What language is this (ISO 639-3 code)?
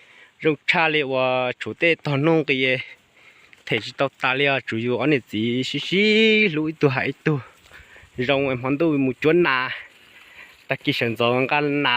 hmn